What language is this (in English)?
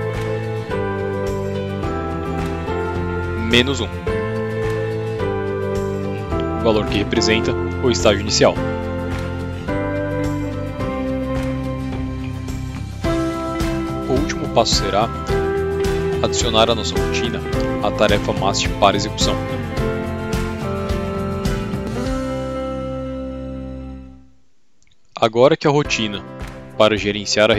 Portuguese